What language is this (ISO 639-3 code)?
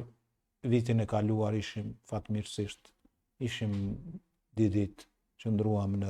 sqi